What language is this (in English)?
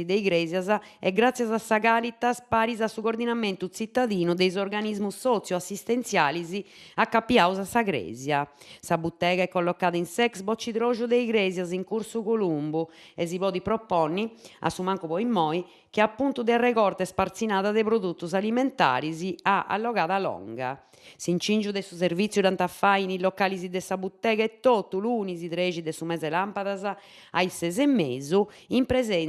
Sardinian